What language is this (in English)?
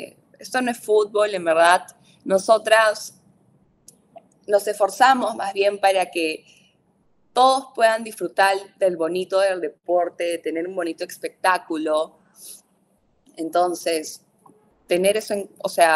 Spanish